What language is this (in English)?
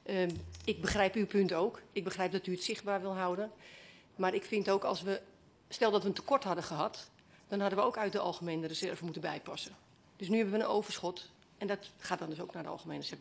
Dutch